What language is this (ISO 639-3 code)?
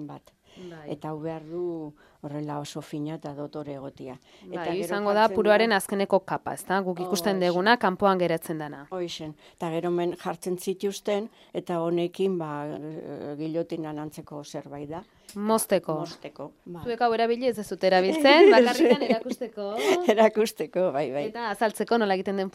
eus